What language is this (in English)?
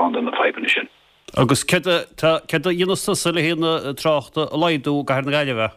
Irish